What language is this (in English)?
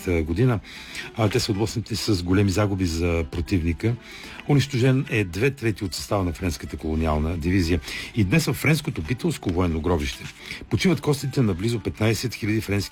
Bulgarian